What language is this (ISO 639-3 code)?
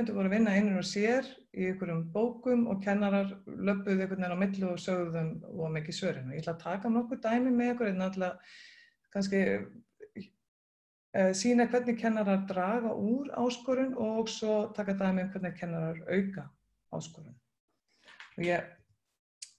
isl